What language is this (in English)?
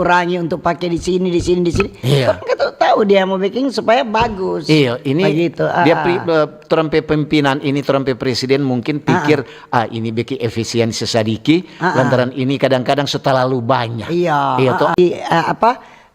Manado Malay